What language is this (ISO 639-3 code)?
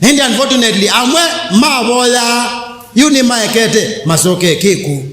kam